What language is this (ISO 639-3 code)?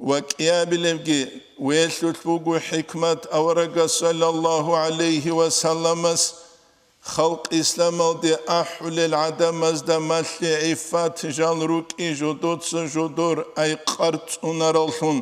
ava